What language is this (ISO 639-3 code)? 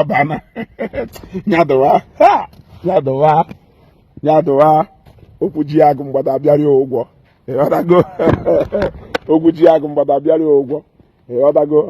ibo